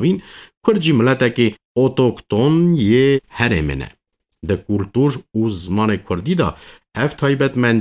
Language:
Kurdish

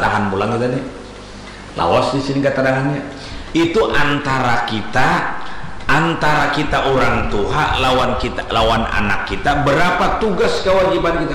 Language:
Banjar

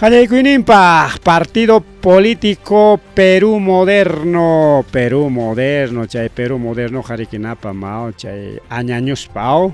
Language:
Ayacucho Quechua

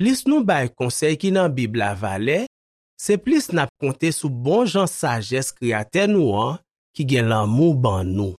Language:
Haitian Creole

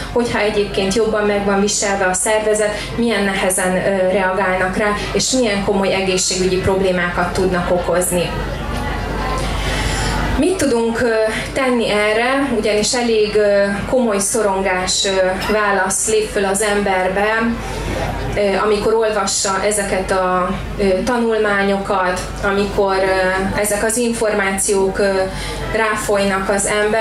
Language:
Hungarian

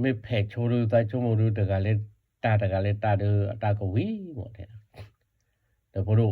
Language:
S'gaw Karen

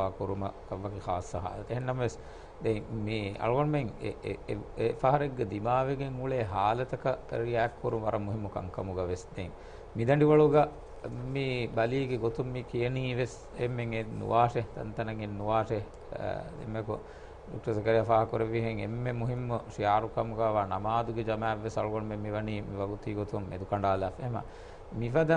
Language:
Divehi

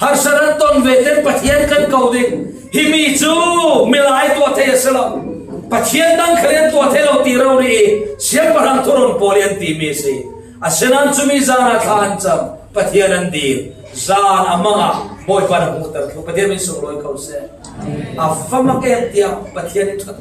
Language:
Falam Chin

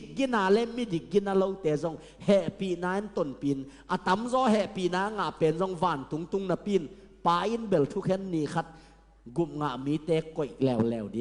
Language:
Tedim Chin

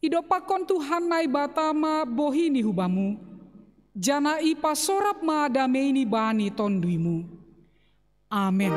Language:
Batak Simalungun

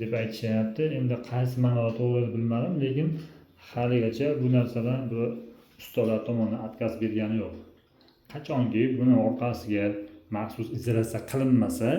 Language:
Uzbek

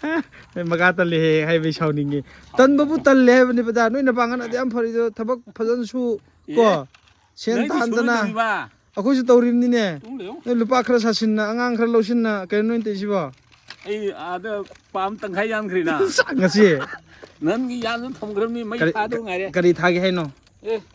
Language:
Manipuri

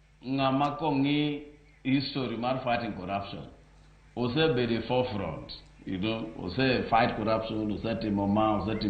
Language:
Luo (Kenya and Tanzania)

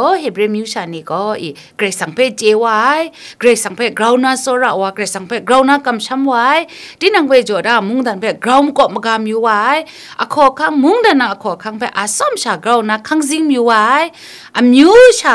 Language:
Kachin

